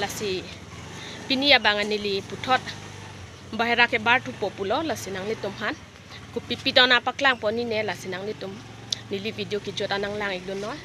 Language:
Karbi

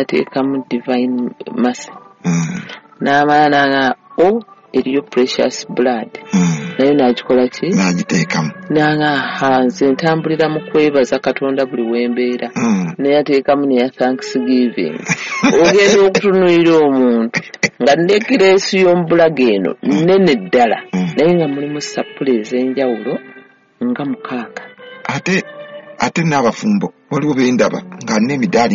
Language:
Ganda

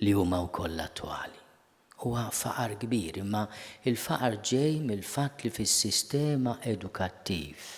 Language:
Maltese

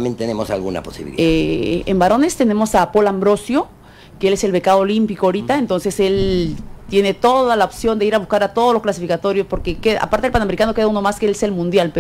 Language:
Spanish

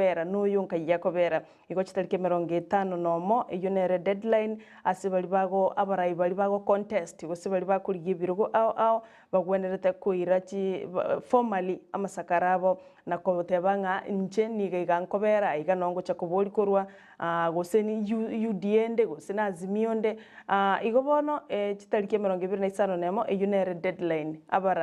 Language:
Gusii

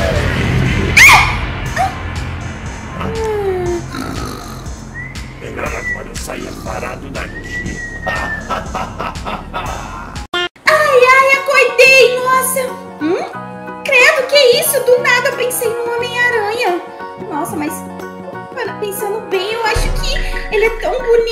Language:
Portuguese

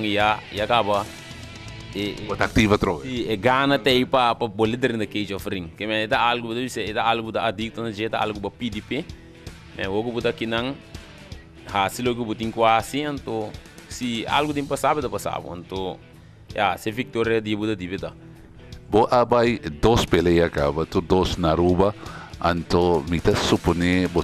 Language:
Papiamento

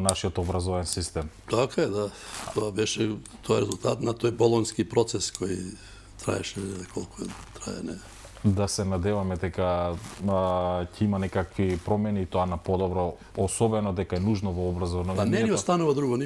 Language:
Macedonian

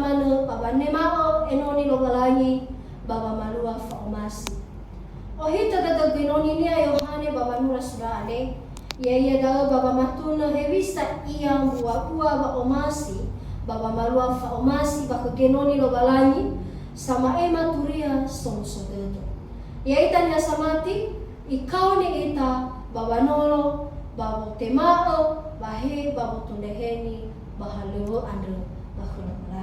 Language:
Nias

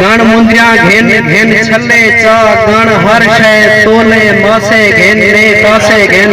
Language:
Saraiki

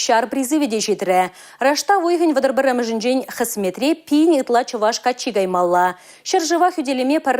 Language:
Chuvash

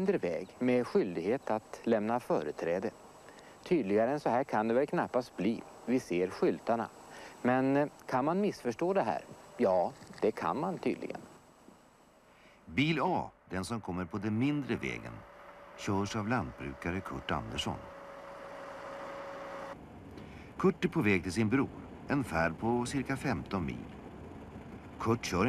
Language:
Swedish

